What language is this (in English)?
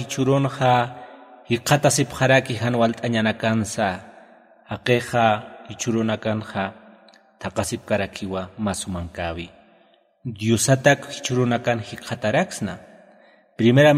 Aymara